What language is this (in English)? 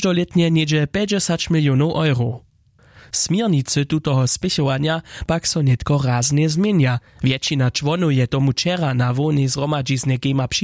Upper Sorbian